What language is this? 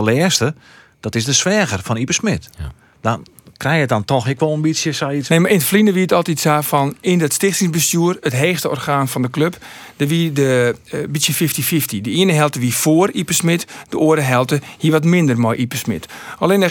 Western Frisian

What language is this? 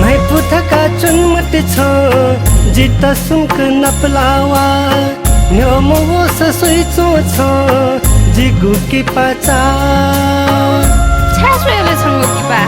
Newari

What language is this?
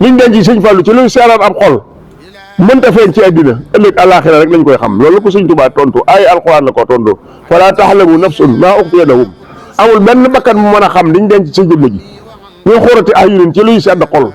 Wolof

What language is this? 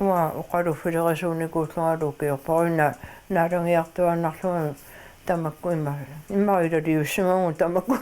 Kalaallisut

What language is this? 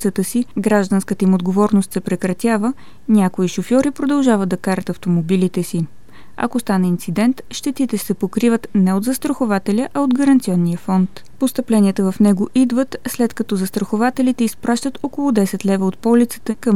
Bulgarian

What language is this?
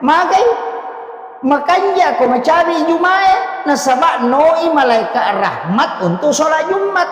Buginese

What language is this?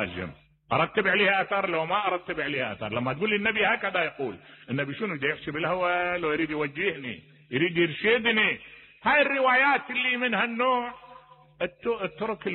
Mesopotamian Arabic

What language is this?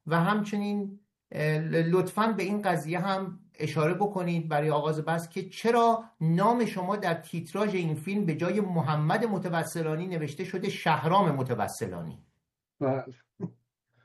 Persian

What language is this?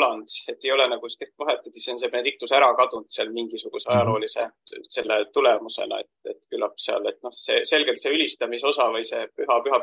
Estonian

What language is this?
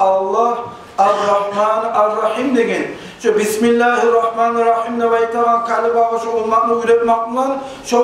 Kumyk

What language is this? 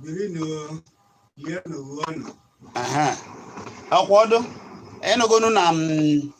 Igbo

